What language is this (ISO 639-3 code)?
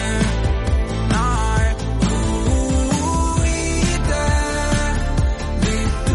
dan